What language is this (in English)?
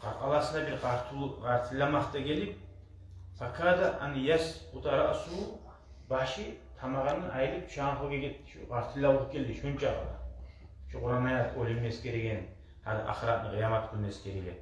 Kumyk